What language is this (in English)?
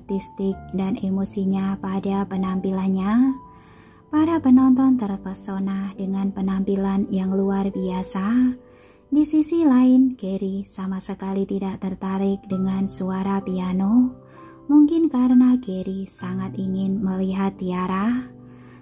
Indonesian